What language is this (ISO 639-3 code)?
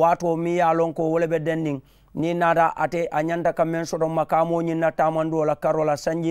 man